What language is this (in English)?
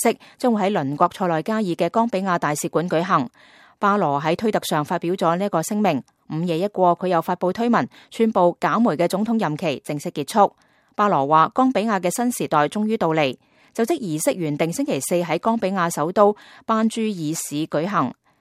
Cantonese